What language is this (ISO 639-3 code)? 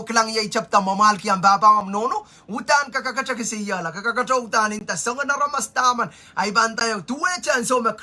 pon